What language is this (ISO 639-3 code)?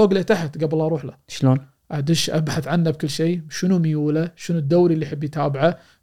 afb